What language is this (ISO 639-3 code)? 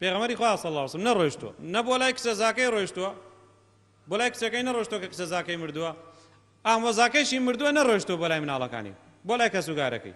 ckb